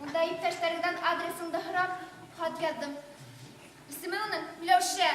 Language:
Bashkir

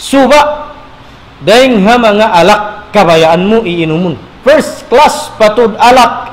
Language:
Tausug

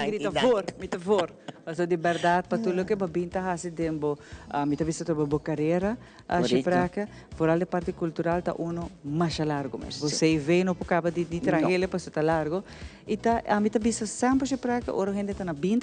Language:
Papiamento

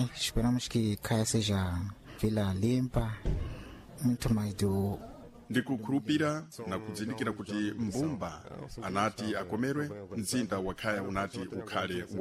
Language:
Sena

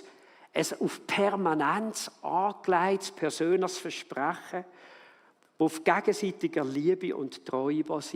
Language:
Swiss German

